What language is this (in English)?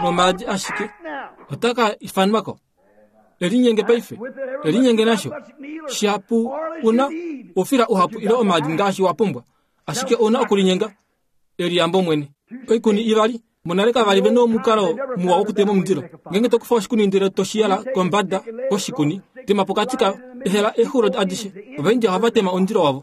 Kuanyama